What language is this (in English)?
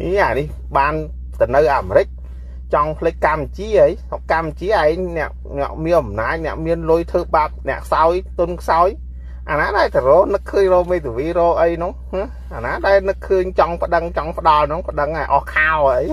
Khmer